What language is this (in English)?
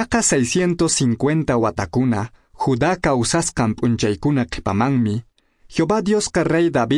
Quechua